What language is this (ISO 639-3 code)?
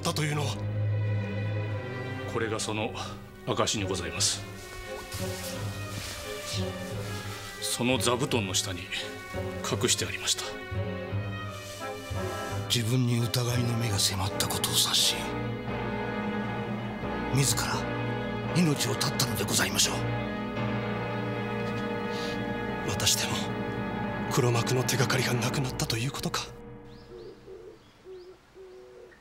jpn